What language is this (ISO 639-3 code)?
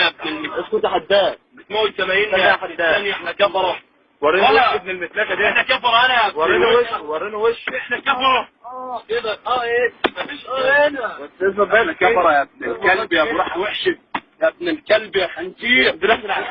arz